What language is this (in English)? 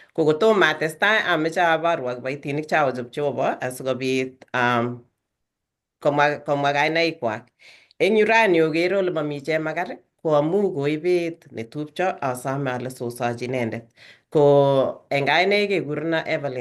Kalenjin